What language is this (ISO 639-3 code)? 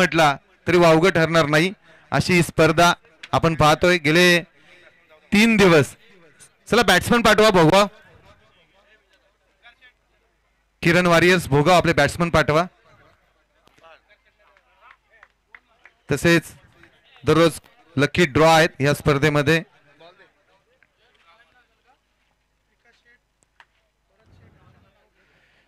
mar